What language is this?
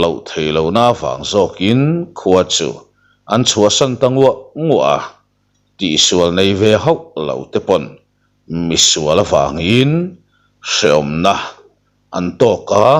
Mizo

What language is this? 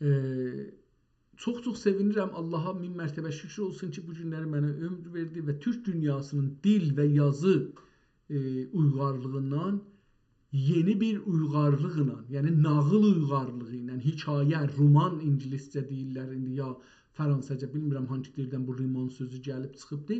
South Azerbaijani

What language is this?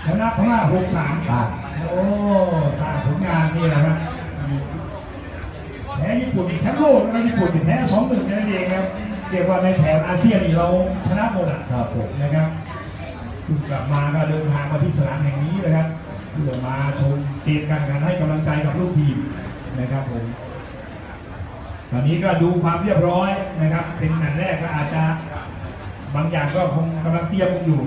Thai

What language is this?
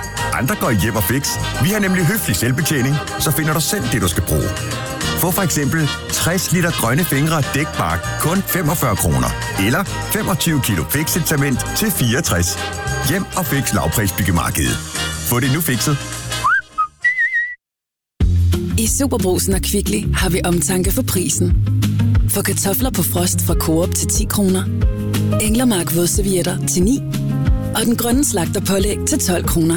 Danish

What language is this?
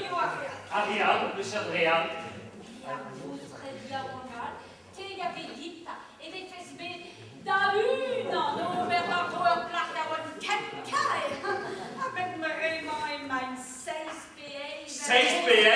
Breton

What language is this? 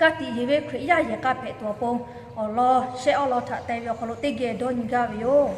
Lahu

